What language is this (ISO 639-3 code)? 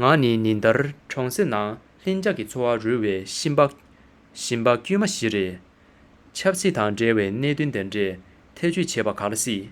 bod